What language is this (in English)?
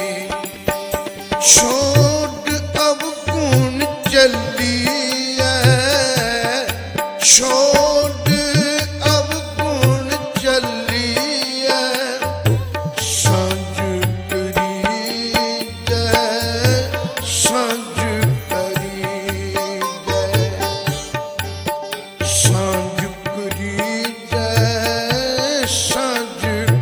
Punjabi